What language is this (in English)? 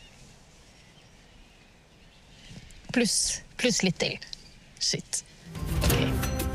Norwegian